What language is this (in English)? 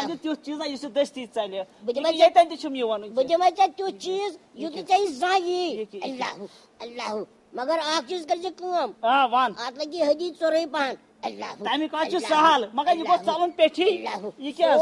Kashmiri